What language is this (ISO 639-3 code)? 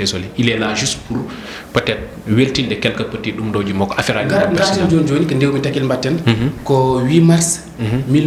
ful